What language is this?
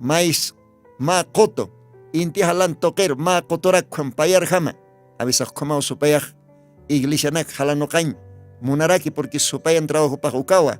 Aymara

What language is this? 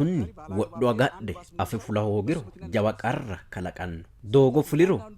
Sidamo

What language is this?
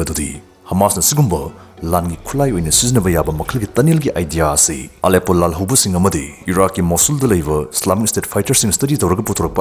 Manipuri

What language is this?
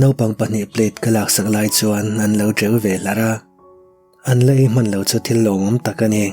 Mizo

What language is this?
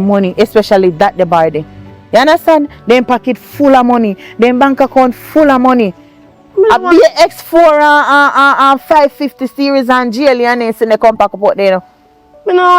Jamaican Creole English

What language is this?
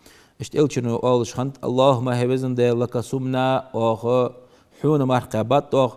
Ingush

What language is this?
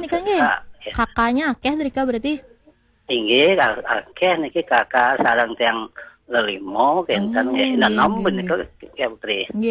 Balinese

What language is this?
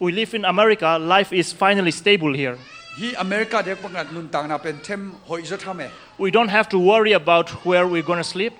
Tedim Chin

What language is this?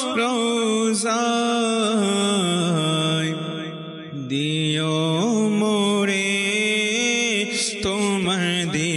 Bangla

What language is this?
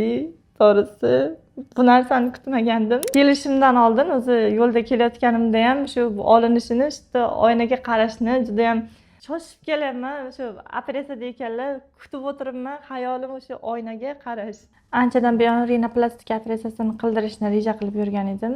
Uzbek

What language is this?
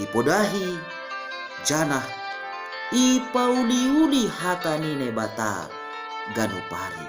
Batak Simalungun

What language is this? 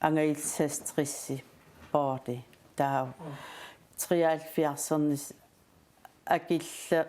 Kalaallisut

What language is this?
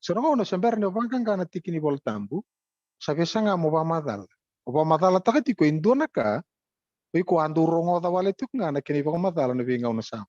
Fijian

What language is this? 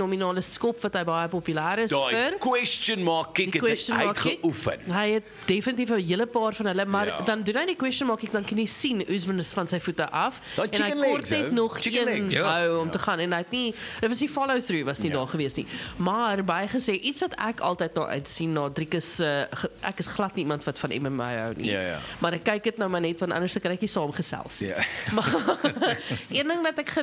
Afrikaans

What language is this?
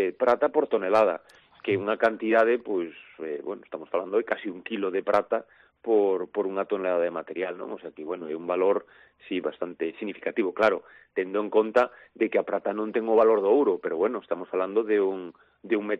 Galician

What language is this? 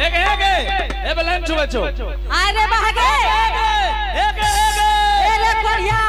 Angika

